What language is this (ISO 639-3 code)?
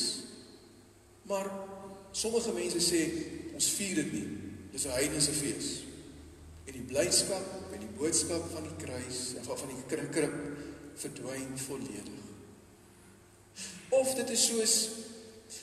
afr